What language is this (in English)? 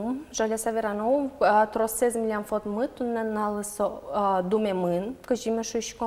Udmurt